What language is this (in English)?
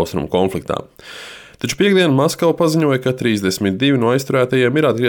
Latvian